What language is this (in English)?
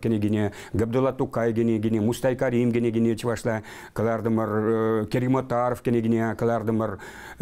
Chuvash